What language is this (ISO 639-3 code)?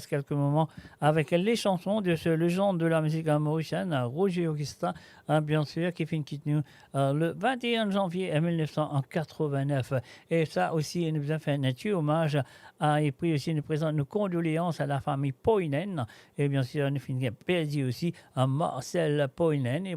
mfe